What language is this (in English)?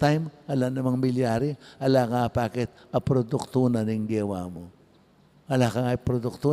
Pampanga